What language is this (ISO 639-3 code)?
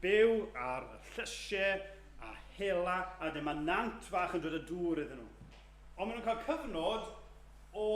cym